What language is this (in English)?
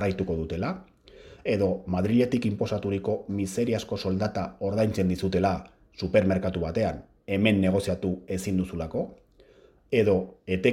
Basque